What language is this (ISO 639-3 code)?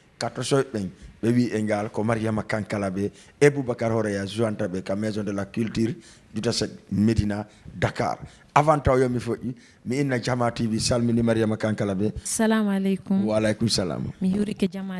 ful